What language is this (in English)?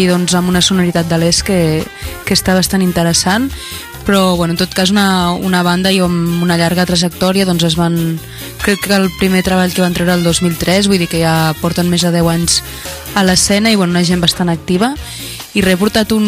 Catalan